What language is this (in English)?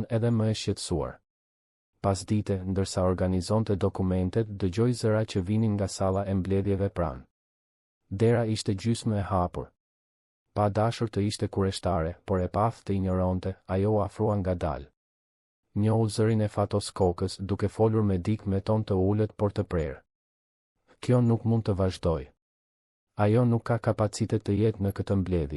Albanian